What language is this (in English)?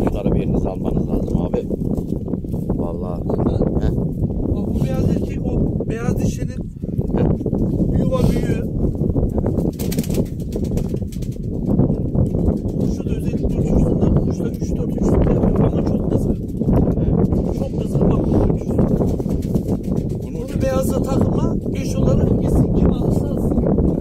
Turkish